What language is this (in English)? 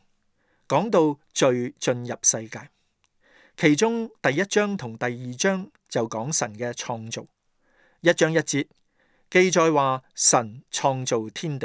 Cantonese